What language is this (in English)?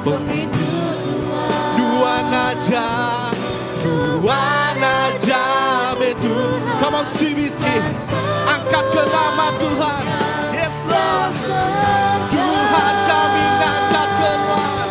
Iban